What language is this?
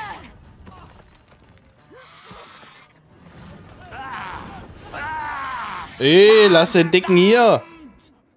German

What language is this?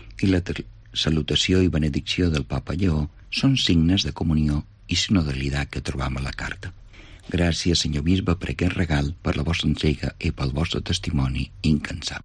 Catalan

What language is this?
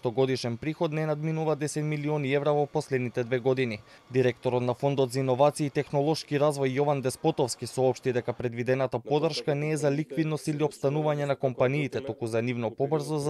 Macedonian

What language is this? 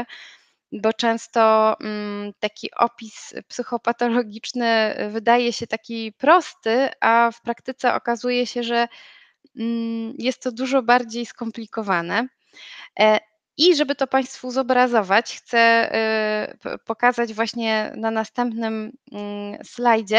Polish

